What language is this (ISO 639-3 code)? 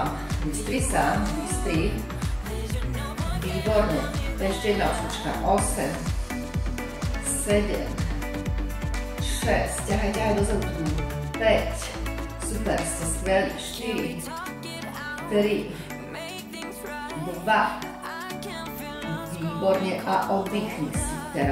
slk